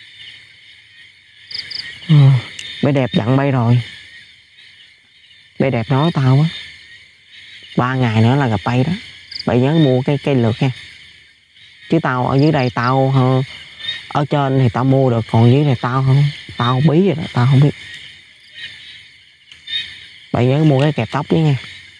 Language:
Vietnamese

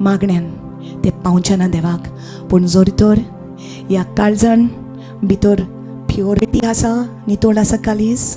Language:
Konkani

